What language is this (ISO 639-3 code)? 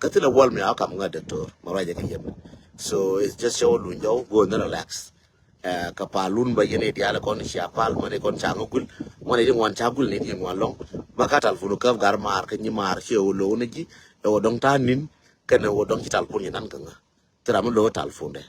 nus